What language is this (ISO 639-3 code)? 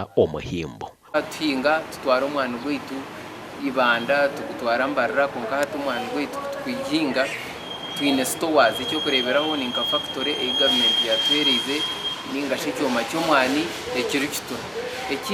nyn